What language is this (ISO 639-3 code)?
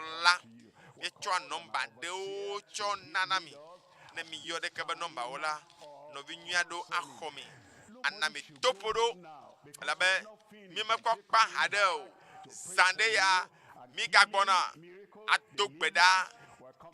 ewe